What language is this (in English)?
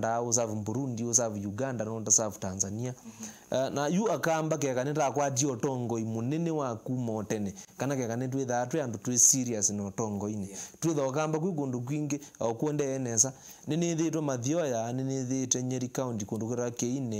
Kamba